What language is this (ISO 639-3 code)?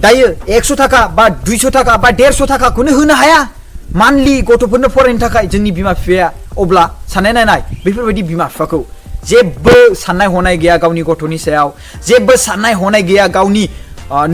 brx